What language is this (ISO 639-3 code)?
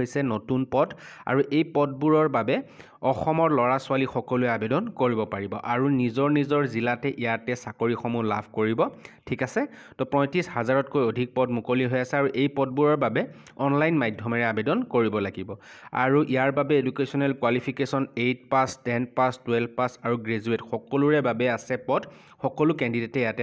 asm